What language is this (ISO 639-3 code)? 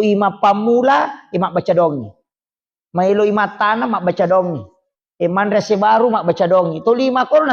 bug